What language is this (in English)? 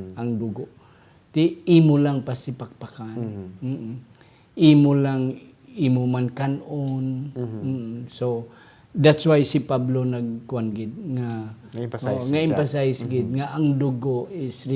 Hiligaynon